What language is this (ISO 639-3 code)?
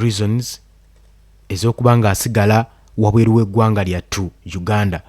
lug